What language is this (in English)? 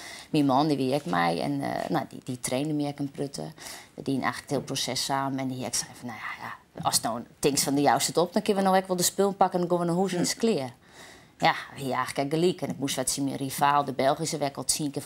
Western Frisian